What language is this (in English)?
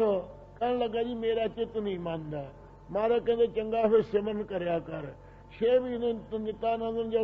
Punjabi